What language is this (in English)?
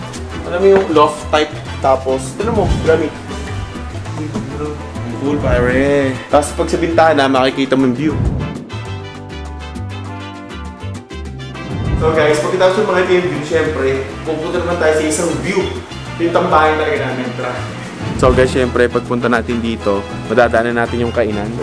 Filipino